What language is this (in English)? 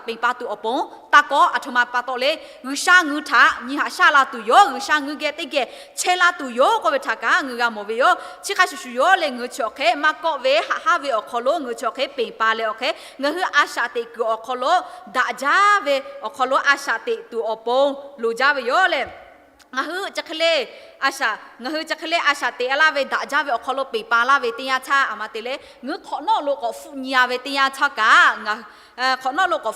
Lahu